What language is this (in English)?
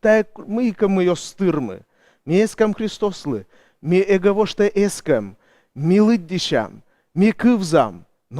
Komi